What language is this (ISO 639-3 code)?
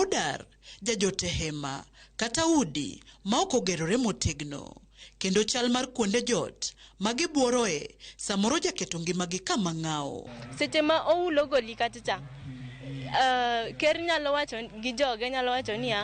luo